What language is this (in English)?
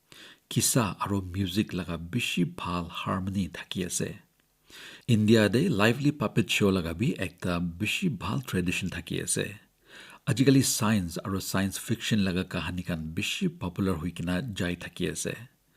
Naga Pidgin